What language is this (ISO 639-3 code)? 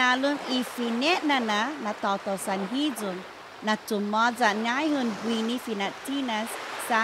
cha